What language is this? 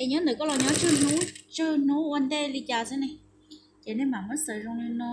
Hmong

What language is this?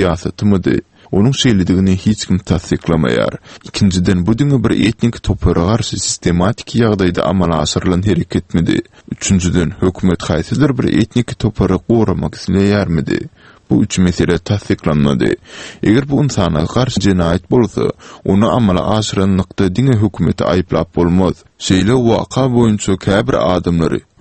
Turkmen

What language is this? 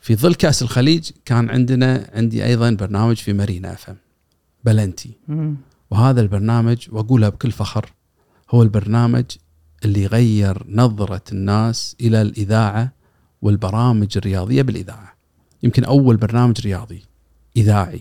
Gulf Arabic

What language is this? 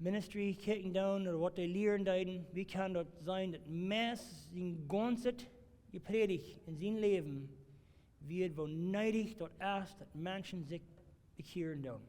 Plautdietsch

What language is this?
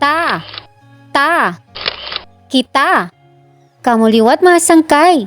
Waray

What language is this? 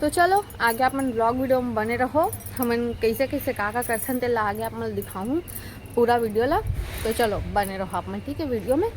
Chhattisgarhi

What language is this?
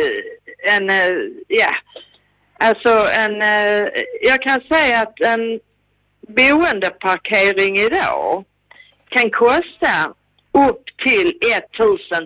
Swedish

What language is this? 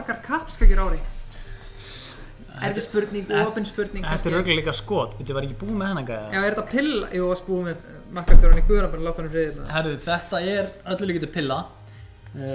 Icelandic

